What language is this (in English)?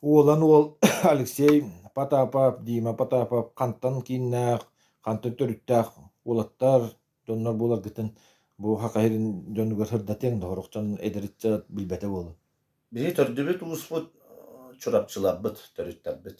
Yakut